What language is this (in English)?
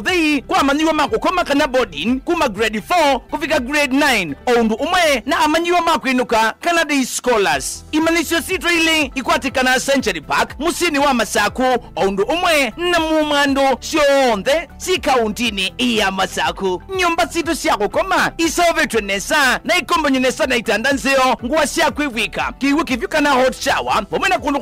Kamba